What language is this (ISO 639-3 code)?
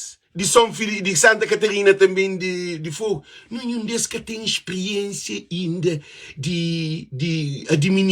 kea